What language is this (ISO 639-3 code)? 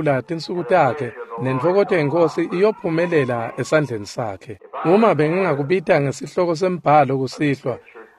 ssw